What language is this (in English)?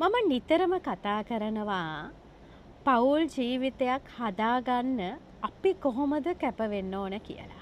Sinhala